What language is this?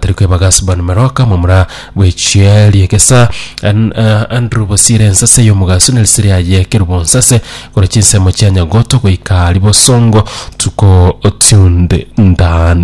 Gusii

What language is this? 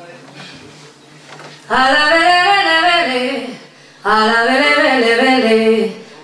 Breton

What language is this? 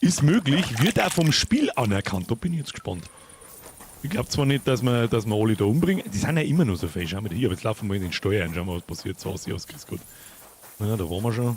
Bavarian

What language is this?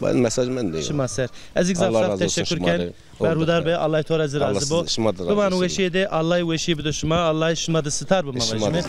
Zaza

